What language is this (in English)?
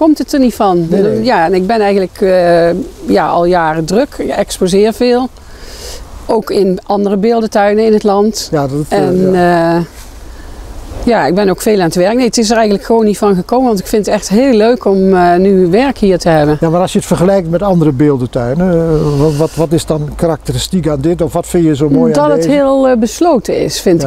Dutch